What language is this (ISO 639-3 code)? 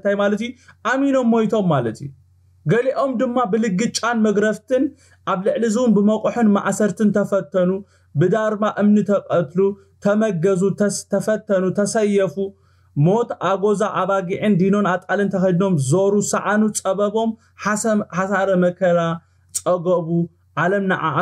tir